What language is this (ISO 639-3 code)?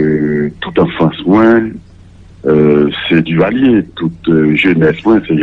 hat